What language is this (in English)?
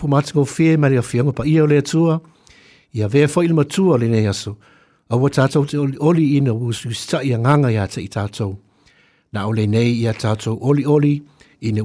Samoan